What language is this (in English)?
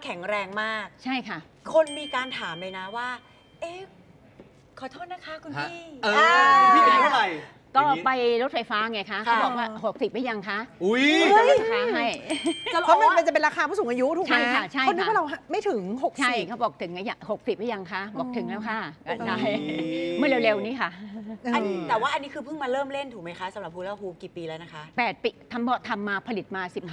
Thai